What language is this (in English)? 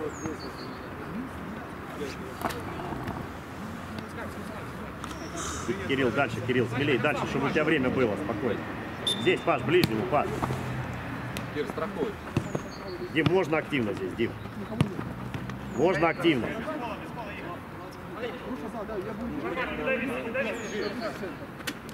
Russian